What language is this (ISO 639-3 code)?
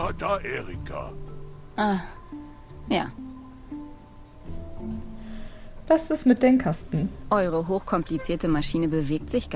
deu